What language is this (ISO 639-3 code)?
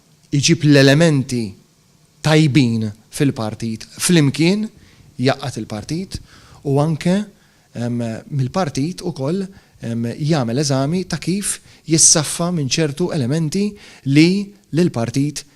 mlt